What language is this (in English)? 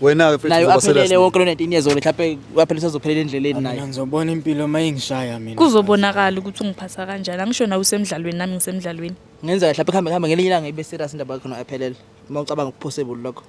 Zulu